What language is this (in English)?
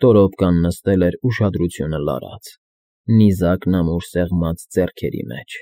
Armenian